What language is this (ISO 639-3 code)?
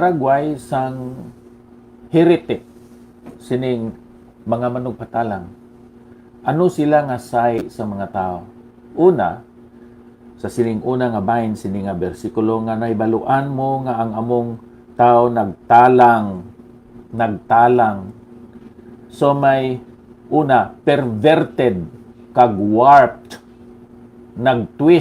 hil